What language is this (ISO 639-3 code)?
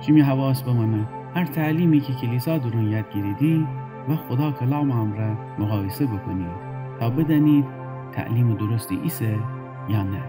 glk